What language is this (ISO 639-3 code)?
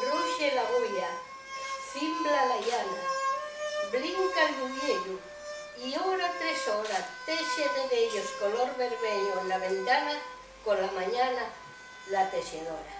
ast